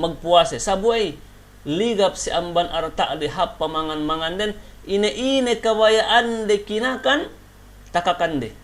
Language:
Yakan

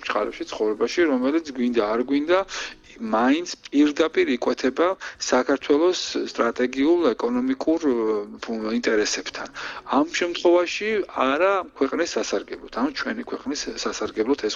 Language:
Georgian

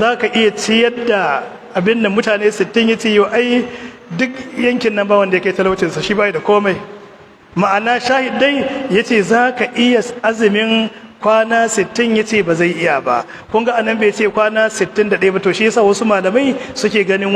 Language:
Hausa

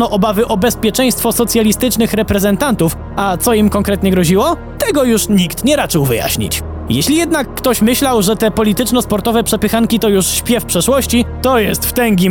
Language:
Polish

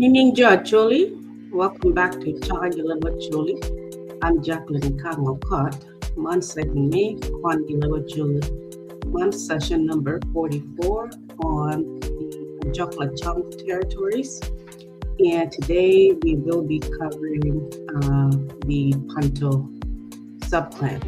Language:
Acoli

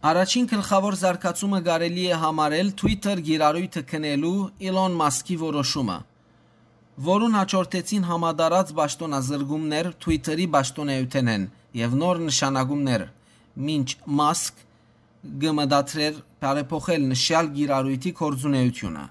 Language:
Western Armenian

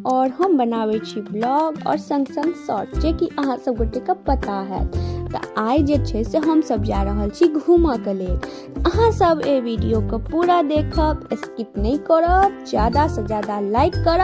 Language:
Maithili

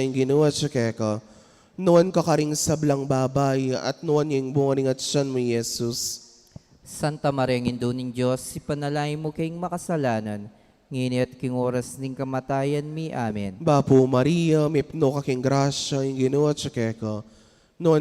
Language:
Pampanga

